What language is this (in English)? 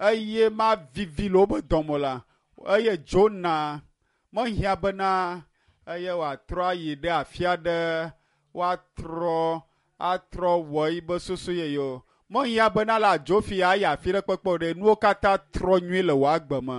Ewe